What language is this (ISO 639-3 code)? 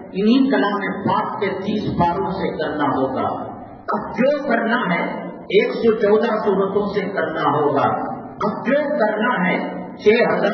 urd